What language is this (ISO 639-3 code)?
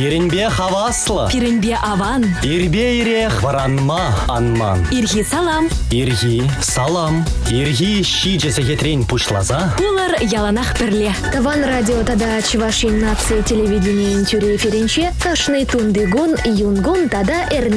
chv